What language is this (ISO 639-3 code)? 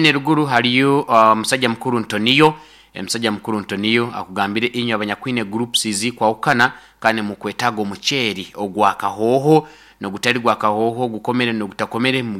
nyo